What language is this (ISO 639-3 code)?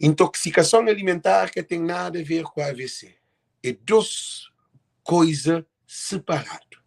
kea